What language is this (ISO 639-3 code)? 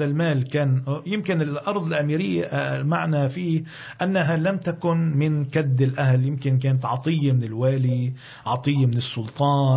ara